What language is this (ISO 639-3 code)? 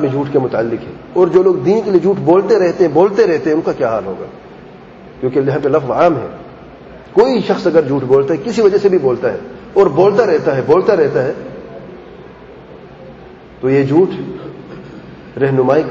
urd